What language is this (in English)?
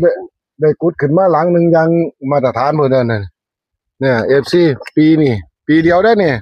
Northeastern Thai